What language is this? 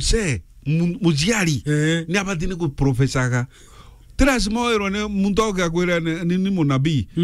Meru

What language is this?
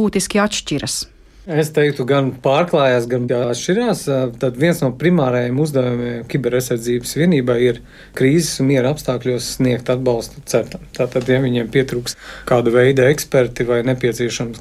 Latvian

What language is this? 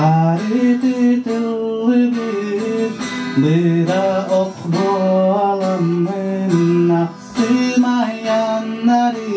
Yakut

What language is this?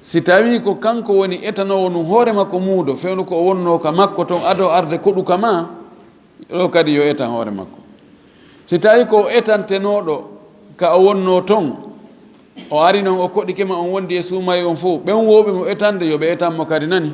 Fula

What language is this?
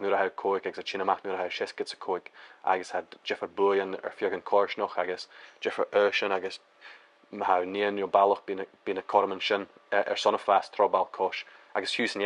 Scottish Gaelic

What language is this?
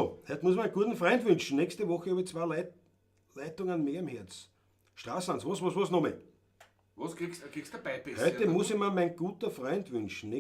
Bavarian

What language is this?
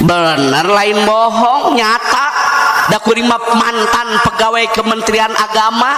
Sundanese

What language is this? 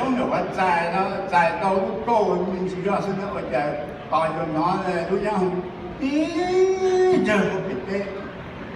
Hmong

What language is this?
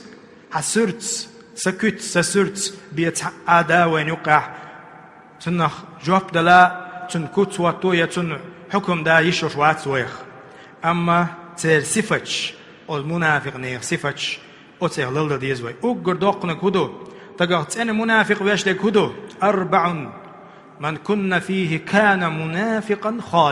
Chechen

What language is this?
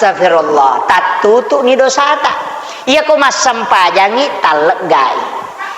Buginese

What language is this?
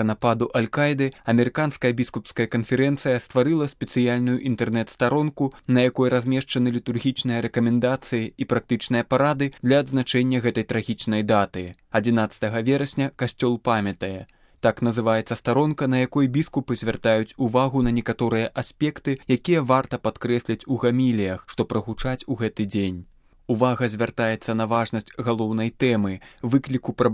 Belarusian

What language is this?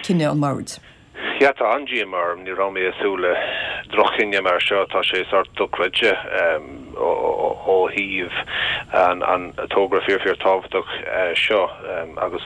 Irish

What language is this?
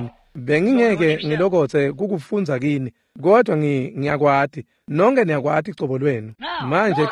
Swati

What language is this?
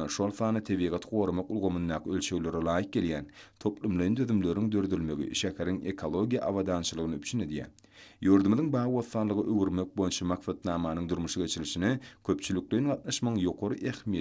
Turkmen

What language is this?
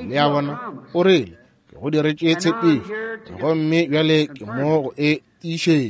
Northern Sotho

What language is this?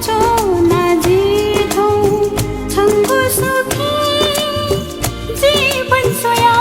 Newari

